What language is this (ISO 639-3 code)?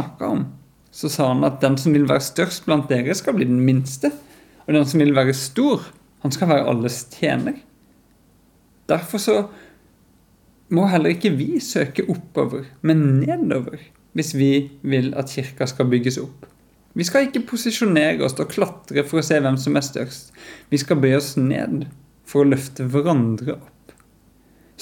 nor